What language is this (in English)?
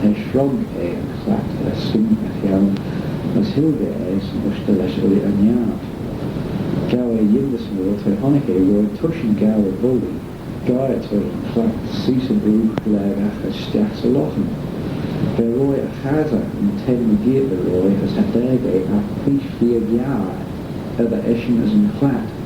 Manx